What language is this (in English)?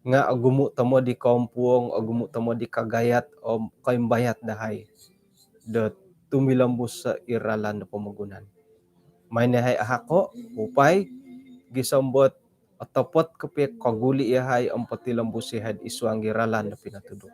Central Dusun